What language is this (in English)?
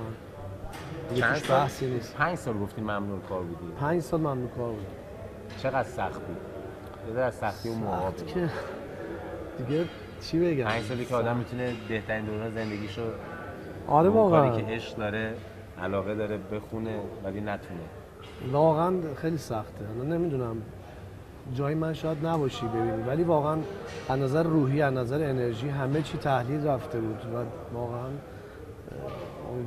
Persian